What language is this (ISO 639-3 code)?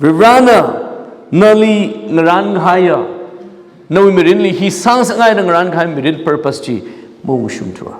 nmf